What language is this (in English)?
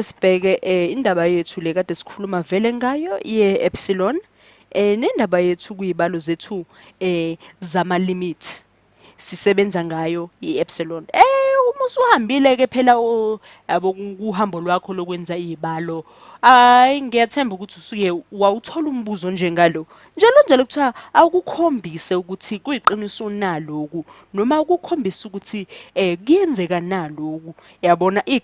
Zulu